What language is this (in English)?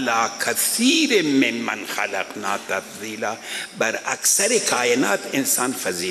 Persian